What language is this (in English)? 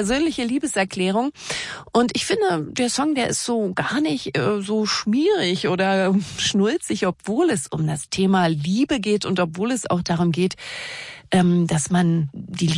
German